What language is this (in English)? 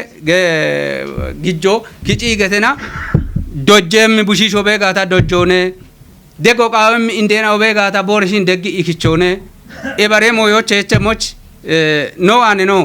Kafa